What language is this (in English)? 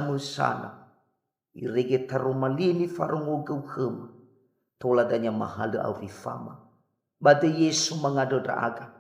Nias